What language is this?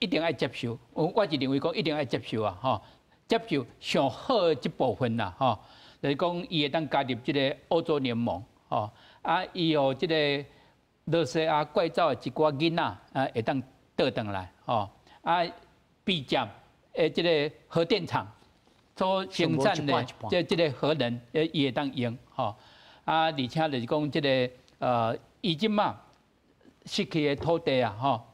Min Nan Chinese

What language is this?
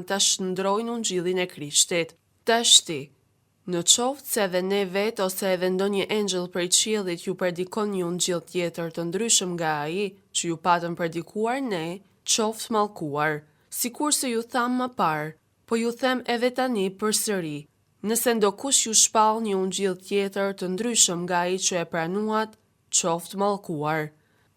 Albanian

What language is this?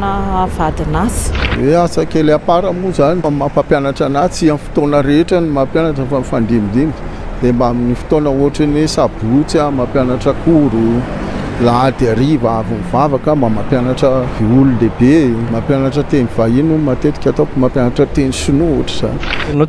Malagasy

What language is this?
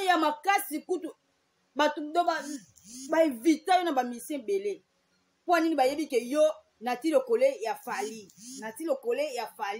Lingala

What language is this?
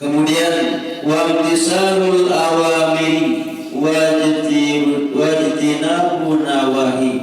Sasak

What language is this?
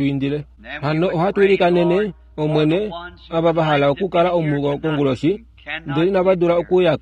Kuanyama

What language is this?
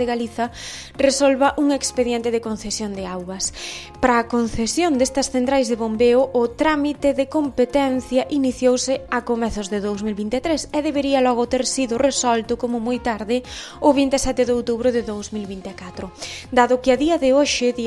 Galician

